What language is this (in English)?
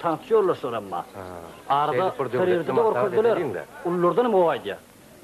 Turkmen